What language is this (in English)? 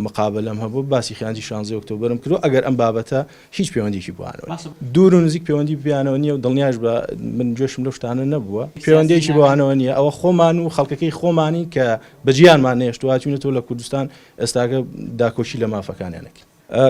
Central Kurdish